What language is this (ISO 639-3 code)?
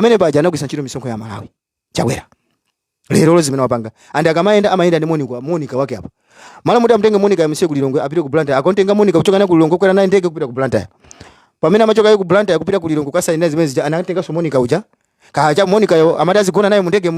nya